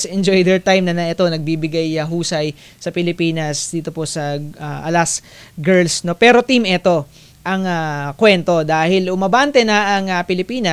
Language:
Filipino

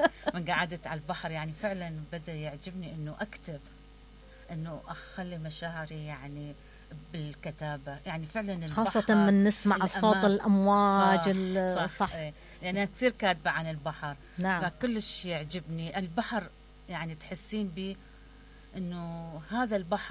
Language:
Mesopotamian Arabic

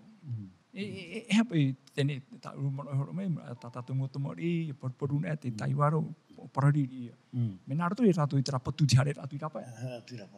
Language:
Tahitian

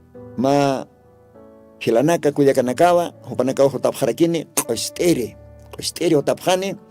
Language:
Aymara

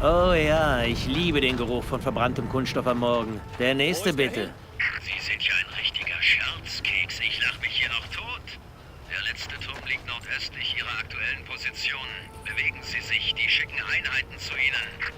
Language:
Bavarian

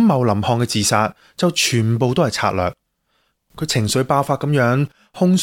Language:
Cantonese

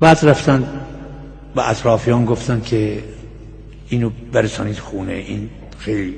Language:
Gilaki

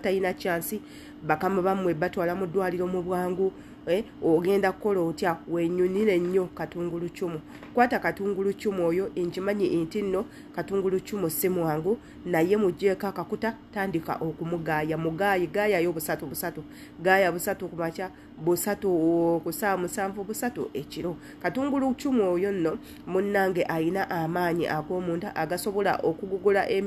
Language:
Ganda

